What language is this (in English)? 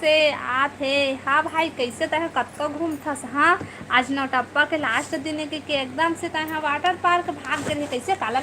Chhattisgarhi